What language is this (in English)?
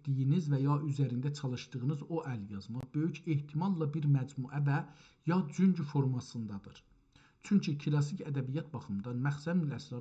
South Azerbaijani